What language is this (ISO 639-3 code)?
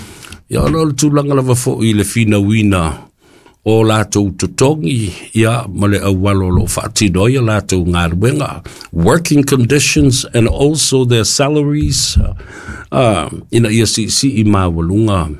smo